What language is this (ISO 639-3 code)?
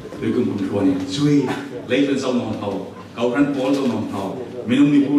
cfm